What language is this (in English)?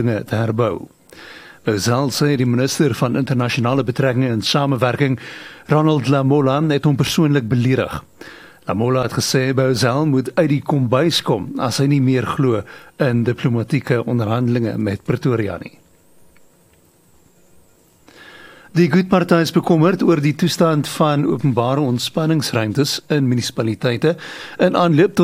Afrikaans